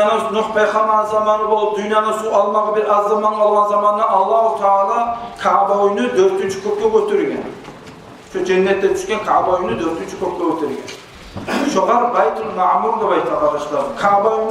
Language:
Kumyk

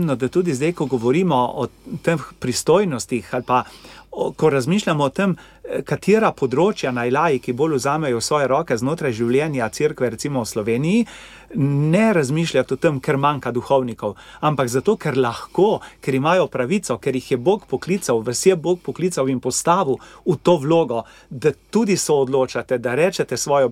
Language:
Slovenian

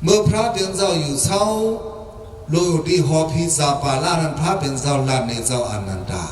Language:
Shan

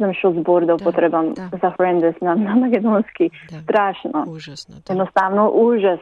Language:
Macedonian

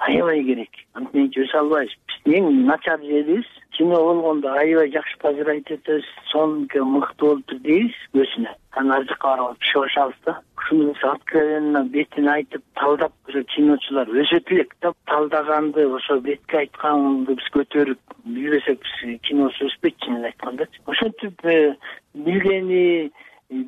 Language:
Kyrgyz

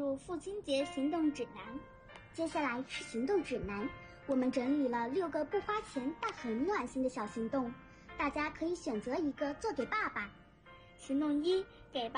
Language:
Chinese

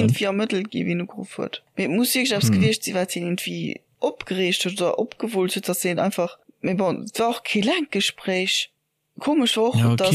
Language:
Luxembourgish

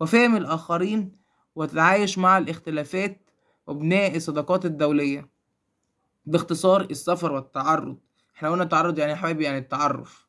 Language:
Egyptian Arabic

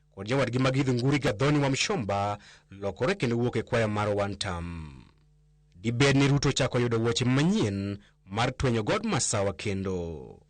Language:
Luo (Kenya and Tanzania)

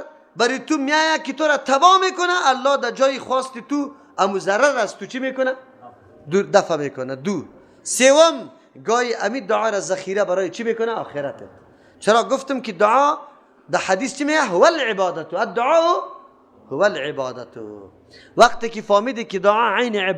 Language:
Persian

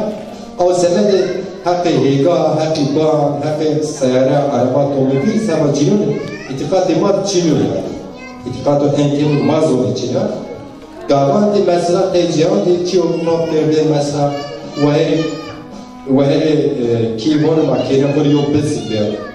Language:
Zaza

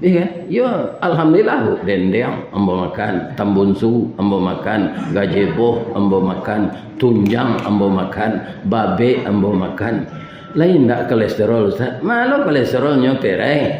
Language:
Minangkabau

